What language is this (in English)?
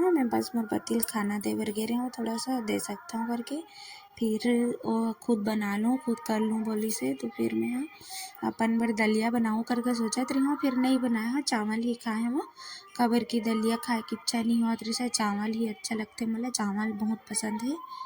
Chhattisgarhi